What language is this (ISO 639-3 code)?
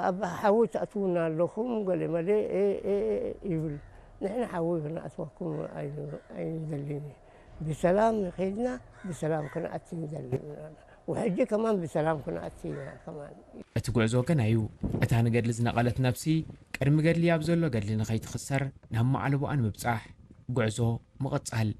tir